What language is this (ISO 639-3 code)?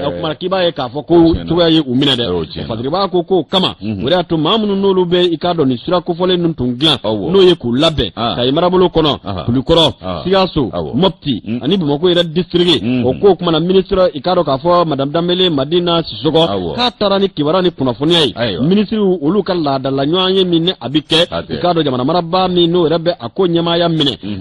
bam